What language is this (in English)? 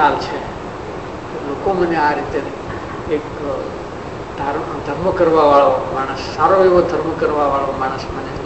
Gujarati